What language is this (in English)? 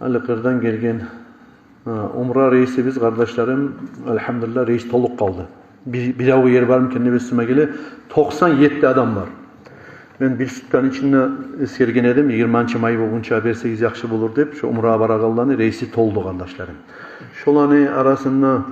Kumyk